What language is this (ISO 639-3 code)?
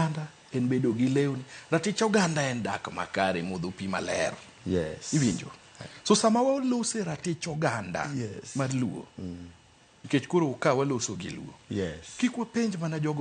luo